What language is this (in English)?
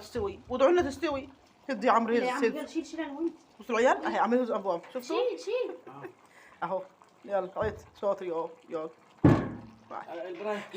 Egyptian Arabic